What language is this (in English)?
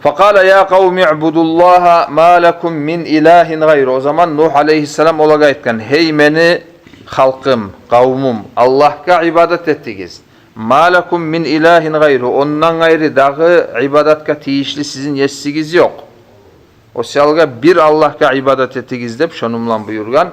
Kumyk